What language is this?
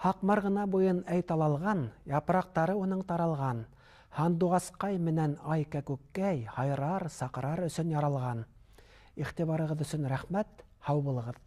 Bashkir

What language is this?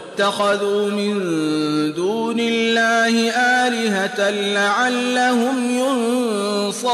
Arabic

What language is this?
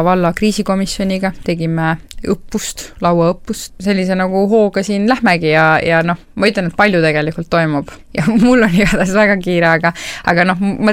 Estonian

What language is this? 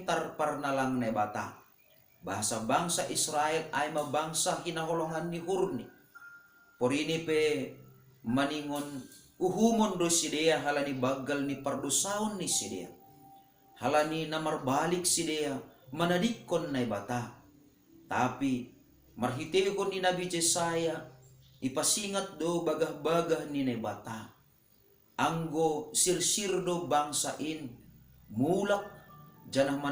Batak Simalungun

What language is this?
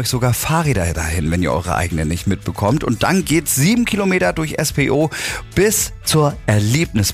German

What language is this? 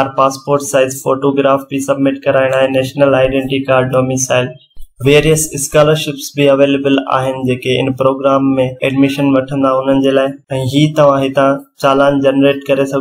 Sindhi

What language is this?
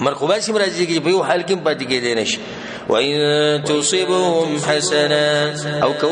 Pashto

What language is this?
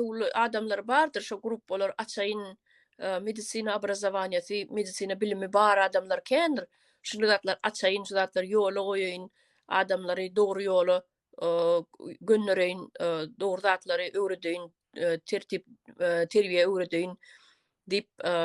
Turkmen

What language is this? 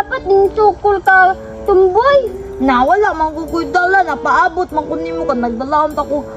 Cebuano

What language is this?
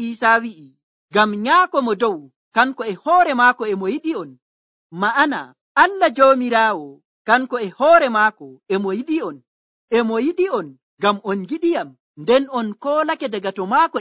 Nigerian Fulfulde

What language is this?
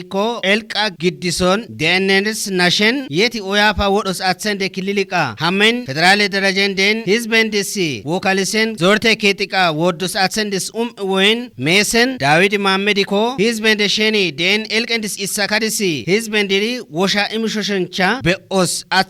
Kafa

